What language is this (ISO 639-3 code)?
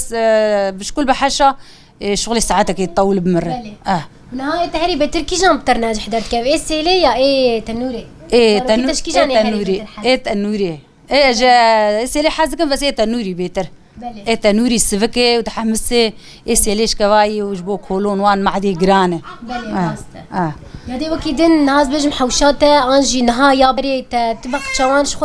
kur